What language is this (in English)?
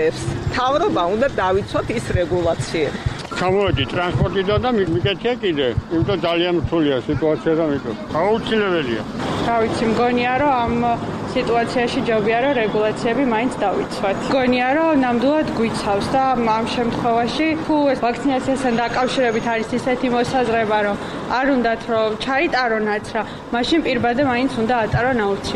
Georgian